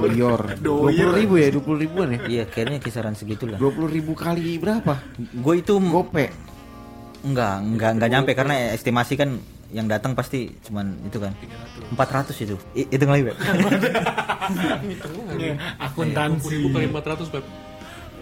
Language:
Indonesian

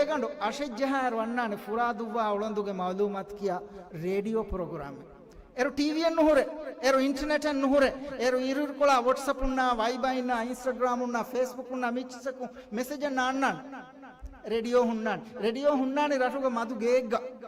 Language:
Divehi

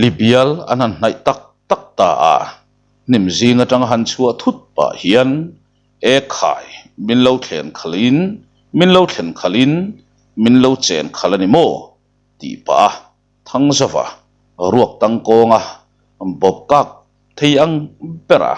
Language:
Mizo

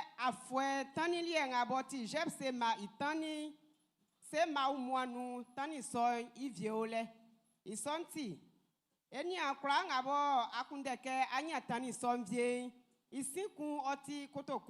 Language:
Baoulé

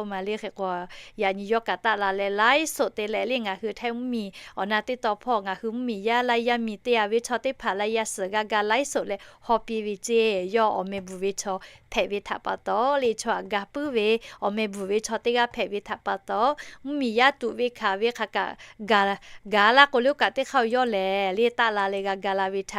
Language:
Lahu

